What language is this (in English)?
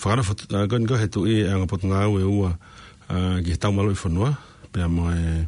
Tongan